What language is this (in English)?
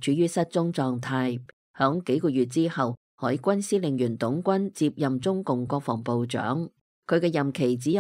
Cantonese